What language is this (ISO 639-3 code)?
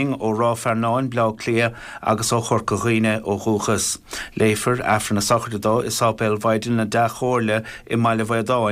gle